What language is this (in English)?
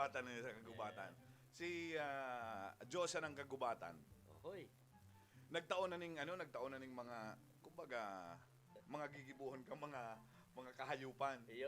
Bikol